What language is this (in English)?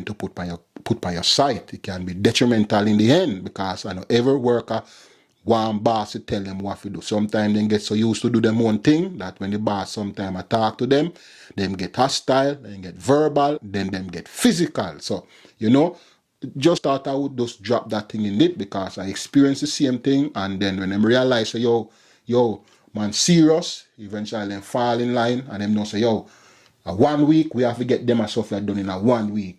Jamaican Creole English